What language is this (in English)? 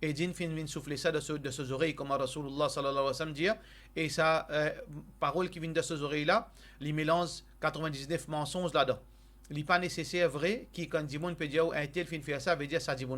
Morisyen